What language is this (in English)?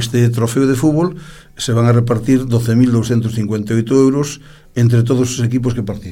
Galician